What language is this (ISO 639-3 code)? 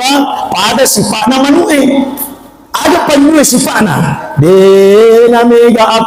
bug